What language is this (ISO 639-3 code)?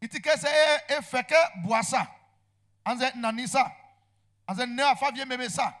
bci